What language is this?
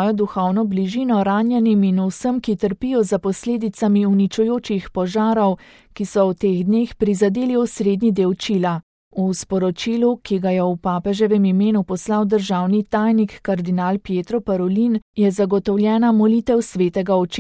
Slovenian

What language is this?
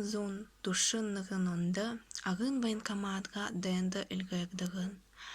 Buriat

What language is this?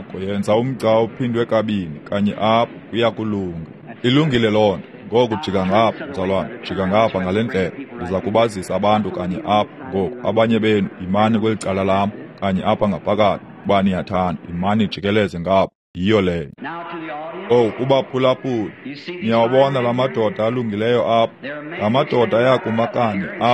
Xhosa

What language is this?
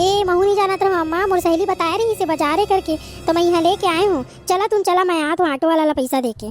Chhattisgarhi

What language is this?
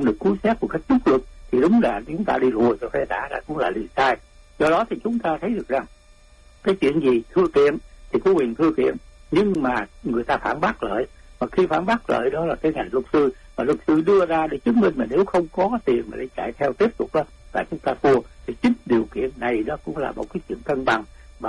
Vietnamese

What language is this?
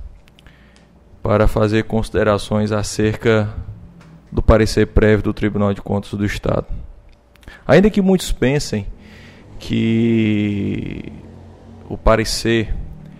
Portuguese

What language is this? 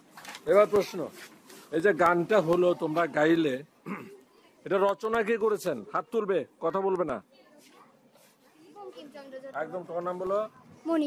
Bangla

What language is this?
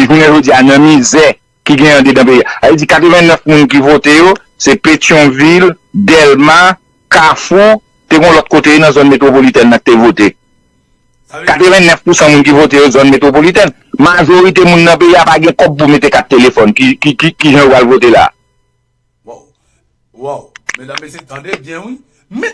Haitian Creole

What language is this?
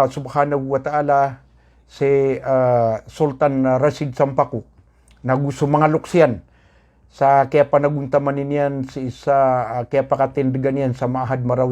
Maranao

